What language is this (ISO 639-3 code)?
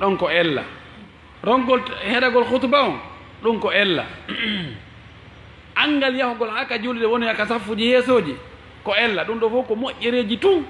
ful